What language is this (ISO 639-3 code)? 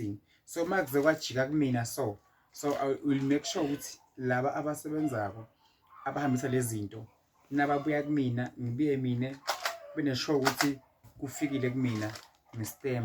zul